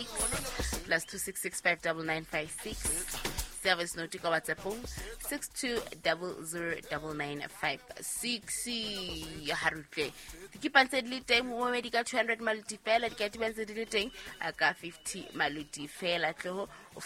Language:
Southern Sotho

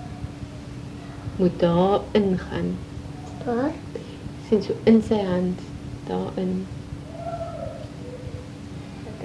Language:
Afrikaans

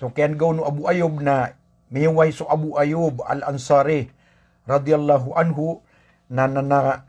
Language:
Maranao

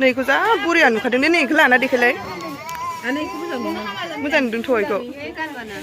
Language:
Bodo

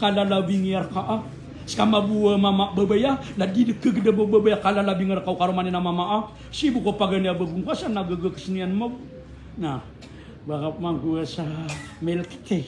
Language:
Maranao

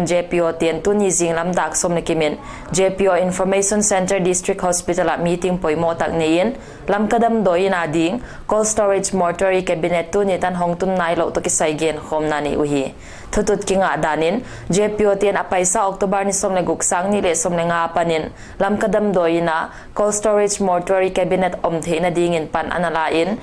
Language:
Paite Chin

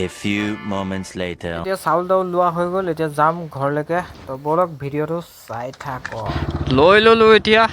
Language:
Assamese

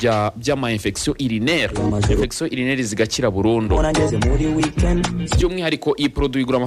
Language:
Kinyarwanda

